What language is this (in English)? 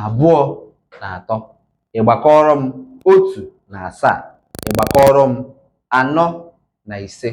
Igbo